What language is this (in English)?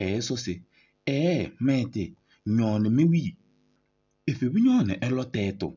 Kabiyè